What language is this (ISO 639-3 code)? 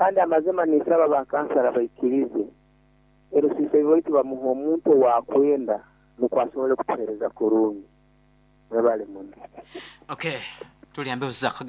nyo